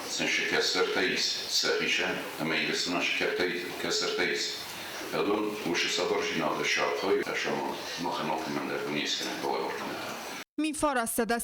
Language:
Ossetic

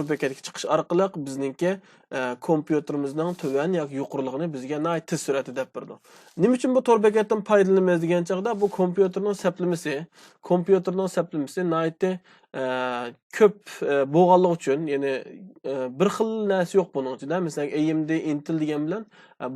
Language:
Uyghur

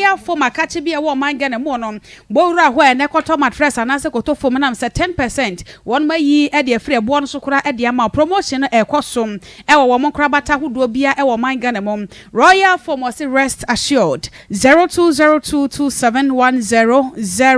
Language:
Akan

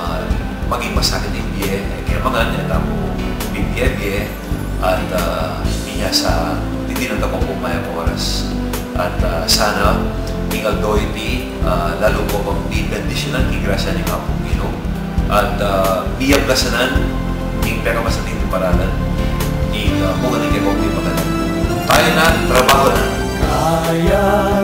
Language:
Pampanga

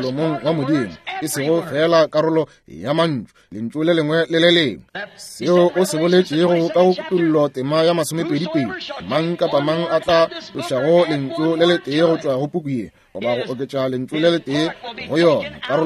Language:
Northern Sotho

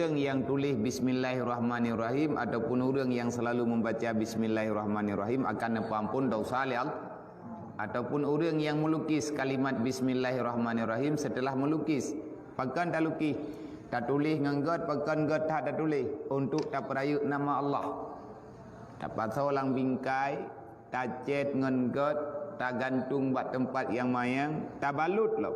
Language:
Achinese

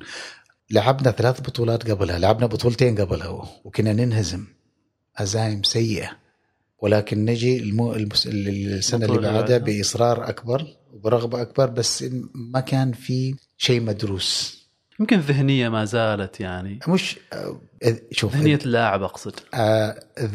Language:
Gulf Arabic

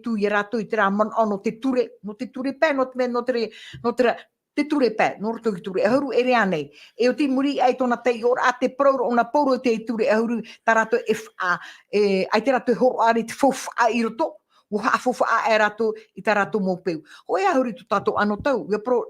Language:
Tahitian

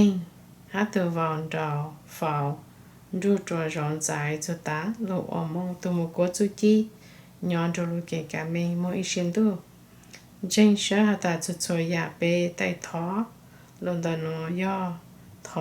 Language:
Hmong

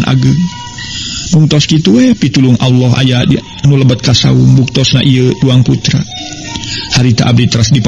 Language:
Sundanese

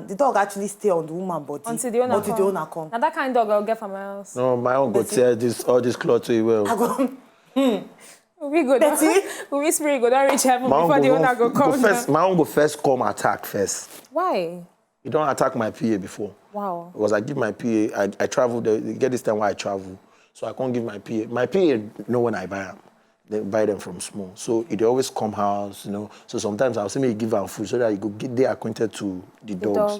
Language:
Nigerian Pidgin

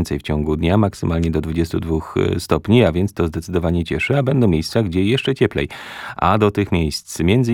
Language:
Polish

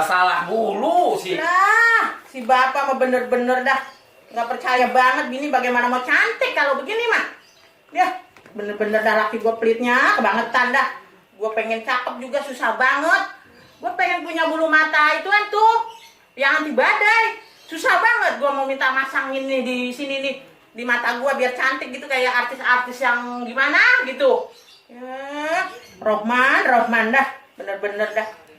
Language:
Betawi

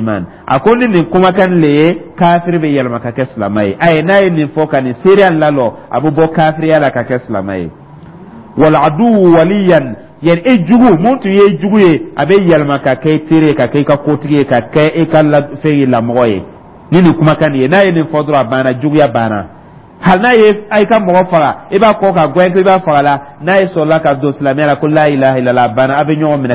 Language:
Dyula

